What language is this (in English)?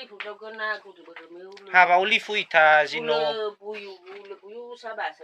Nias